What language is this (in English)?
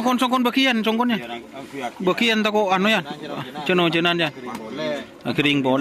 Madurese